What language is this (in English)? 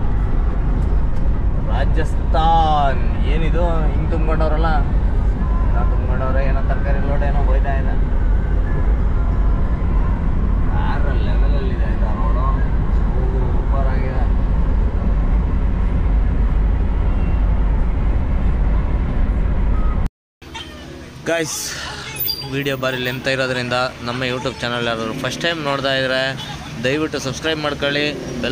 Kannada